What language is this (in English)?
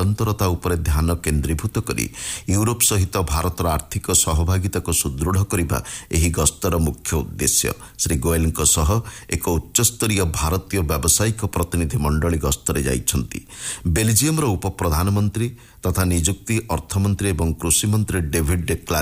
Odia